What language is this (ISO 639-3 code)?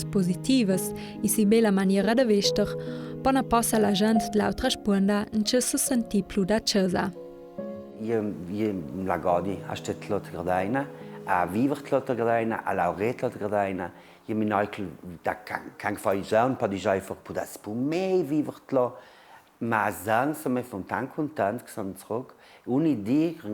lld